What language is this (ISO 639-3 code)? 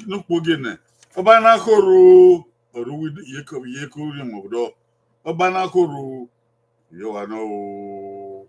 bin